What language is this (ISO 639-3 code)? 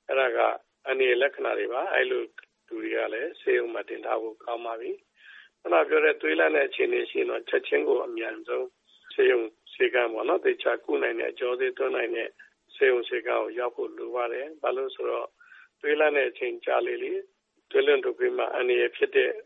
mya